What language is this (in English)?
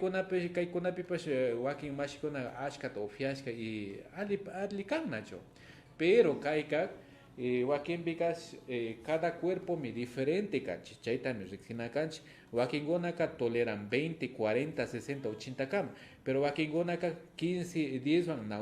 Imbabura Highland Quichua